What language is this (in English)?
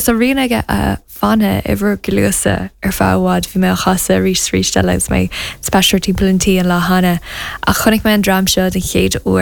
Irish